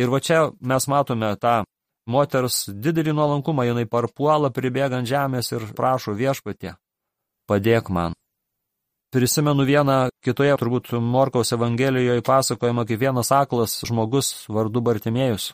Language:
Lithuanian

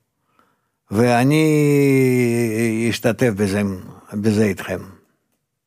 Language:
Hebrew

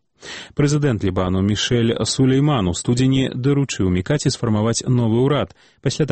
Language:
Belarusian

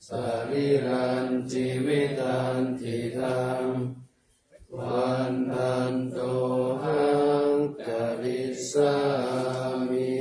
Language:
Pali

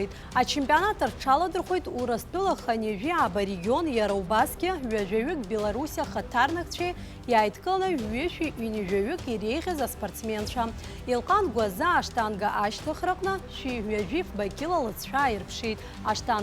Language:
Abkhazian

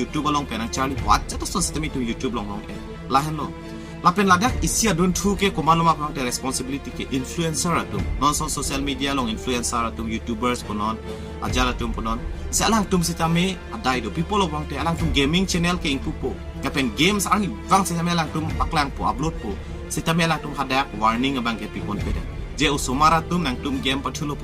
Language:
Karbi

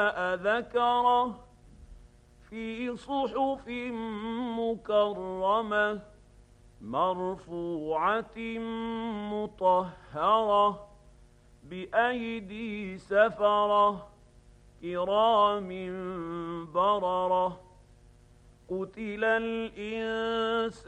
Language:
Arabic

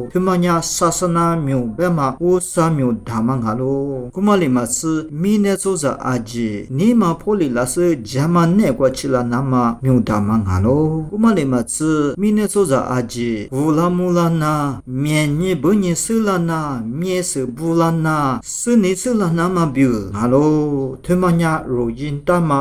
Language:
Lisu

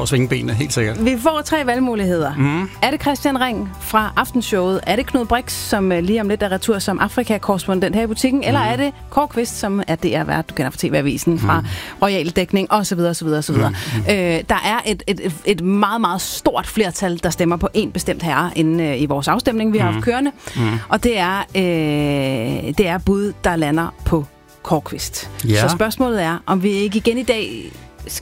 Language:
Danish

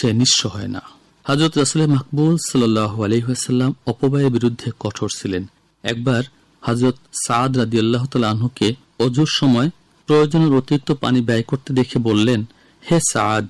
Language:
Bangla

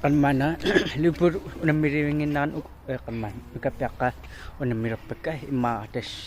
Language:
Kalaallisut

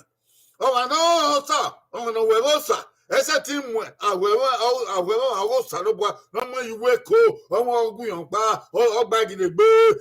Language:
Bini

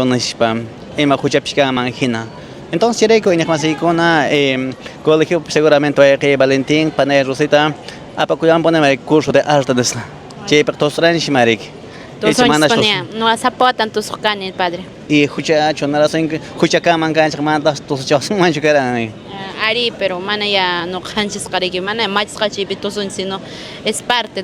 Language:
Quechua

